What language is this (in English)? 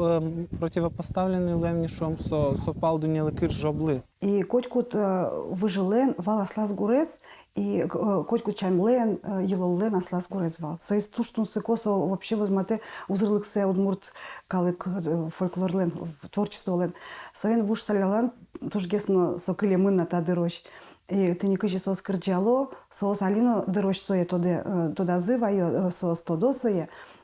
Udmurt